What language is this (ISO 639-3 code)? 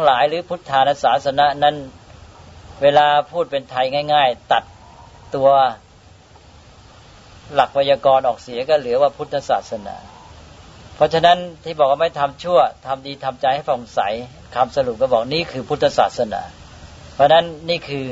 tha